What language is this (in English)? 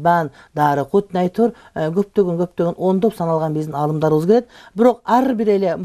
Kyrgyz